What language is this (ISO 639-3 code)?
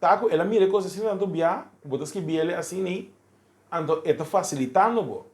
pap